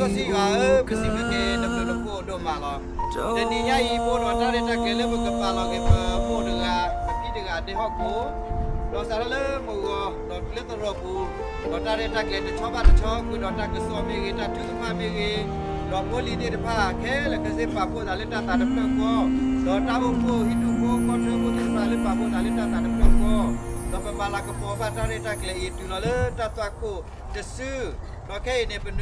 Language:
S'gaw Karen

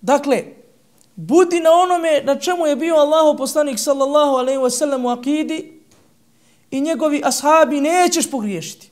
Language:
Bosnian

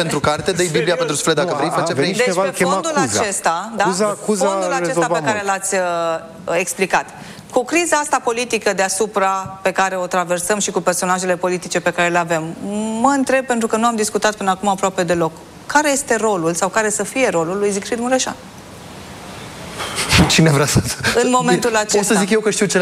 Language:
Romanian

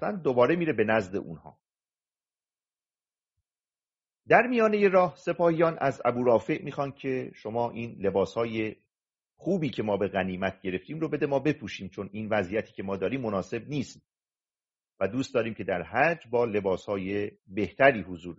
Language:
Persian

